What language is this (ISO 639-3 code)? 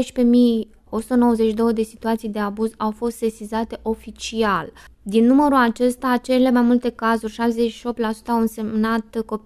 ron